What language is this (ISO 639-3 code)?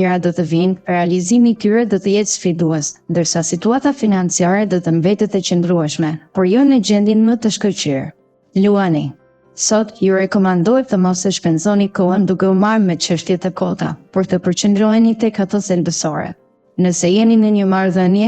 sqi